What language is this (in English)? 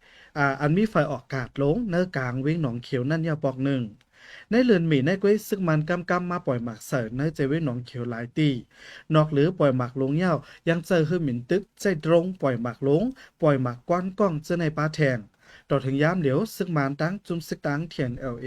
Shan